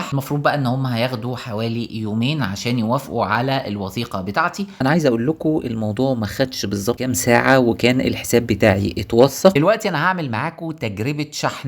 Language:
Egyptian Arabic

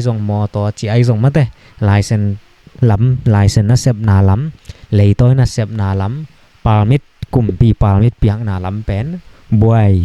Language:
Tedim Chin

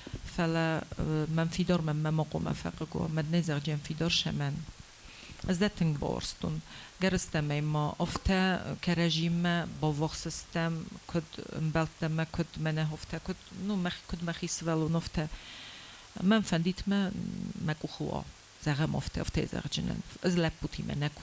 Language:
Ossetic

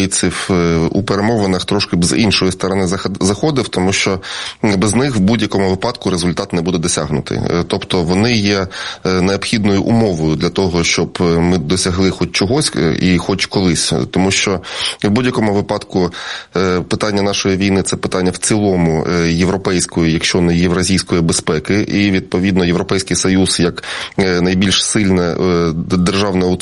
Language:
Ukrainian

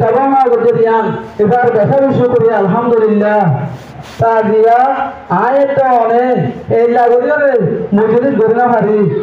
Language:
Rohingya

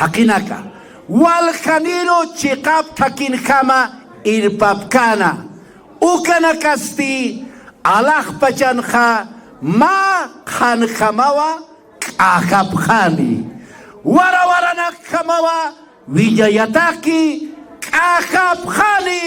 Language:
Aymara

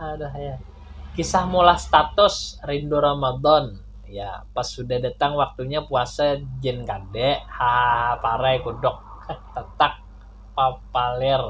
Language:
Banjar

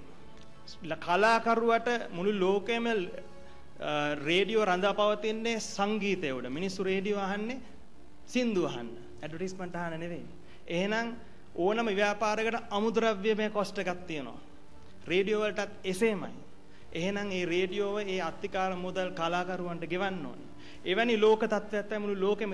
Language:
Sinhala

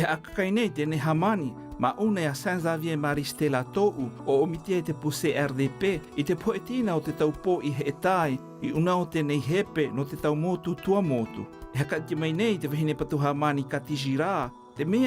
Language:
Tahitian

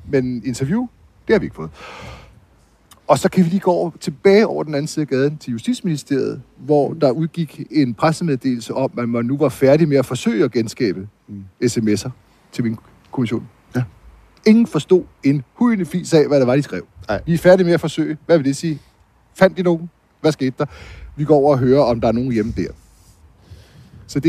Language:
Danish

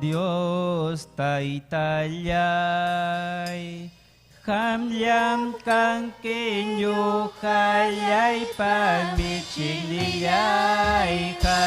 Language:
Ayacucho Quechua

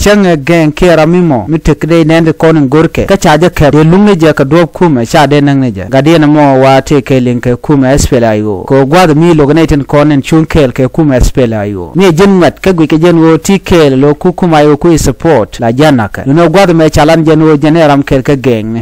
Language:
Nuer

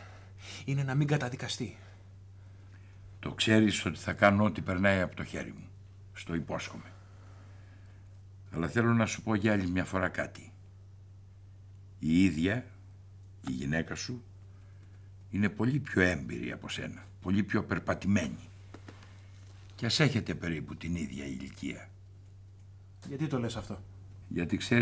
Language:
Greek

